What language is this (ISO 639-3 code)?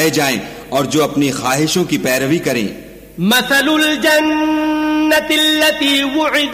urd